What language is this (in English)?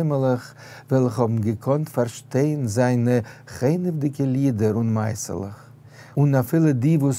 Yiddish